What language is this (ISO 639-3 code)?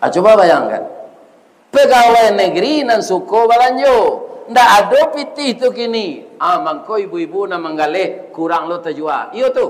min